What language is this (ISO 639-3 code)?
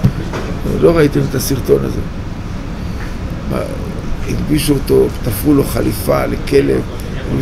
heb